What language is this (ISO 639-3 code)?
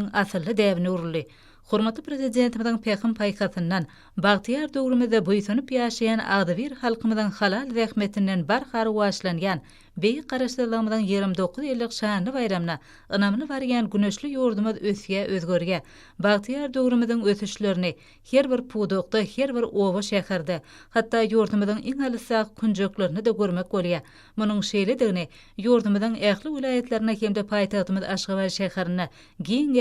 tuk